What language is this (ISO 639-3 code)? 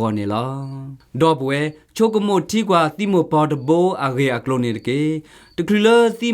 ksw